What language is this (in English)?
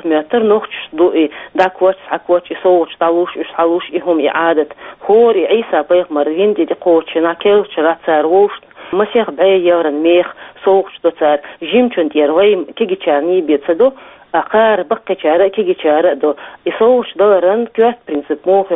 Chechen